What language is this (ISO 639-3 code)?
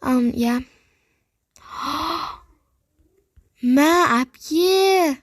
kaz